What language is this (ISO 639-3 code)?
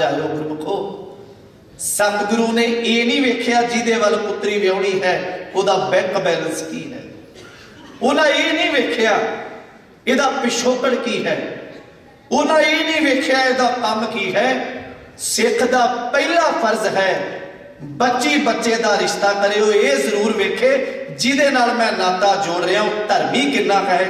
pan